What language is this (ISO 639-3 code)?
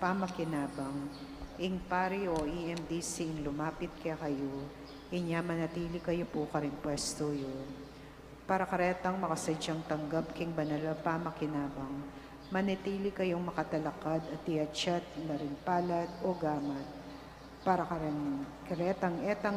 pam